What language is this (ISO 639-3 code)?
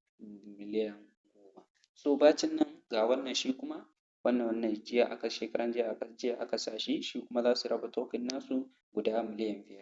hau